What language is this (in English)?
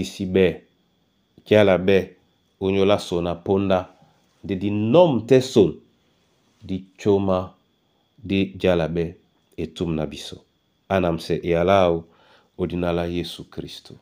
Duala